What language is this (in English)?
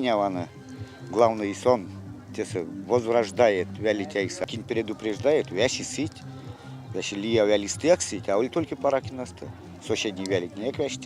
Erzya